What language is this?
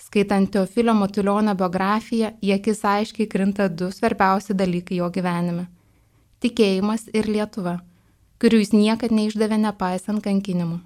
Lithuanian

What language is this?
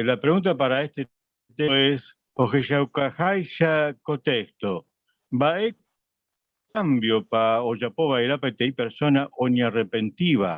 Guarani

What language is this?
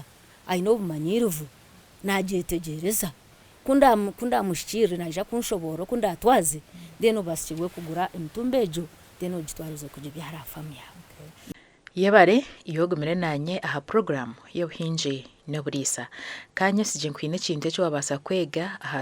Nyankole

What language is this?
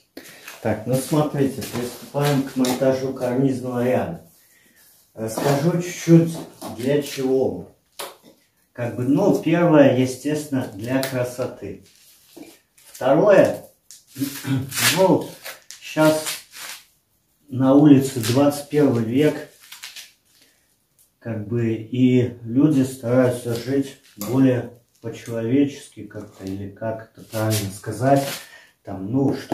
Russian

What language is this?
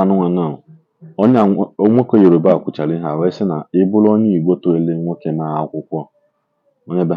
Igbo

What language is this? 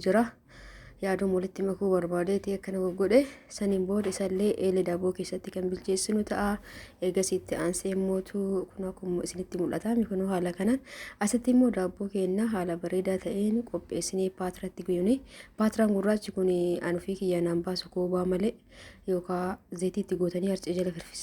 Oromo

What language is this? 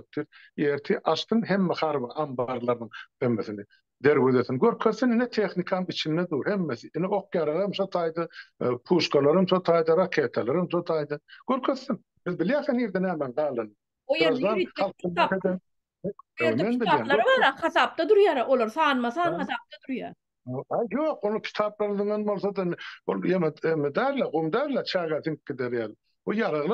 Turkmen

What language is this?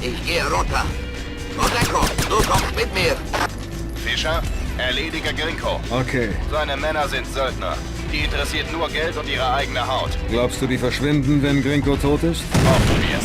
Bavarian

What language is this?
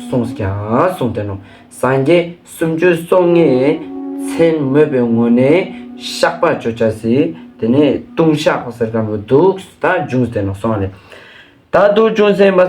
Ladakhi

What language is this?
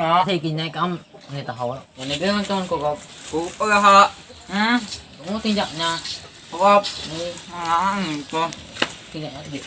Banjar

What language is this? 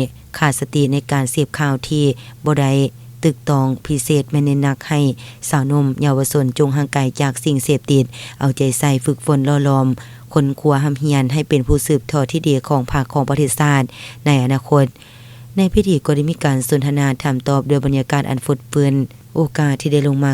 Lao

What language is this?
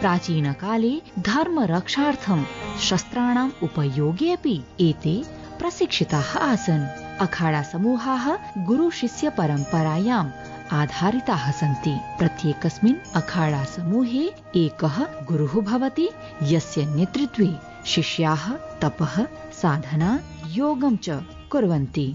Sanskrit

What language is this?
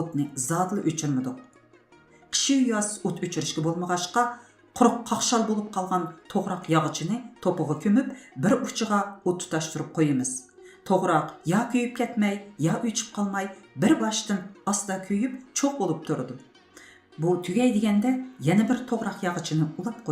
Uyghur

